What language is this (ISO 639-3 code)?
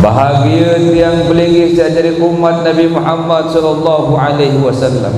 sas